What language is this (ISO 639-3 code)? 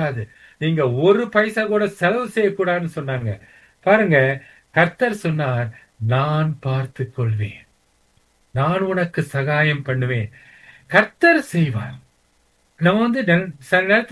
tam